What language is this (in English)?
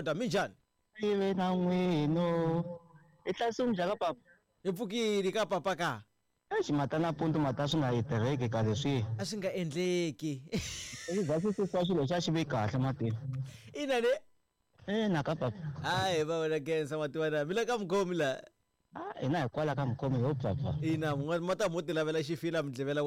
Tsonga